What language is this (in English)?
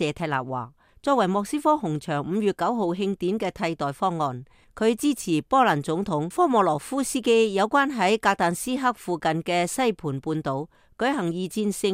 Cantonese